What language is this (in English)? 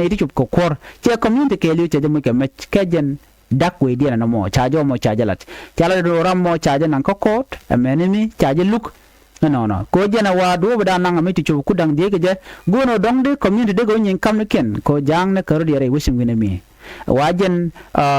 Nuer